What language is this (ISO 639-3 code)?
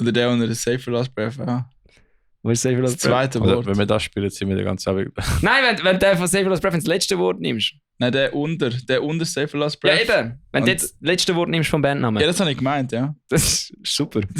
gsw